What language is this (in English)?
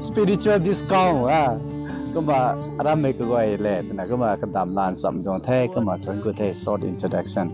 Rongmei Naga